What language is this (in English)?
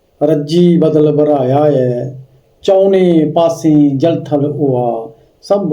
Dogri